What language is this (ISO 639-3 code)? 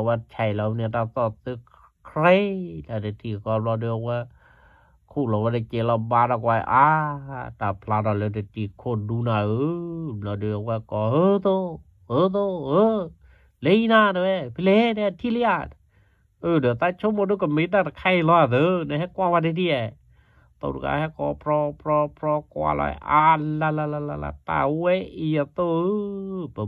ksw